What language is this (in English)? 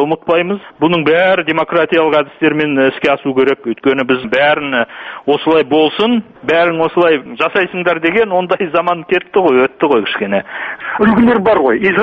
Kazakh